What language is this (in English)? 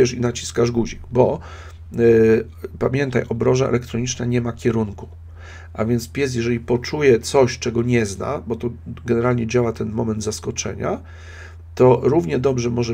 Polish